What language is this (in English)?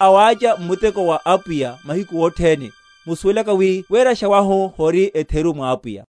Makhuwa